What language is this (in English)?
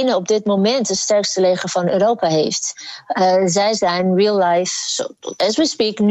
Dutch